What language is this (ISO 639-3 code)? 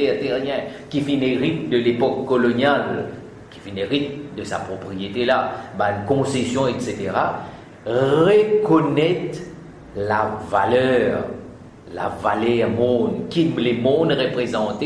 mfe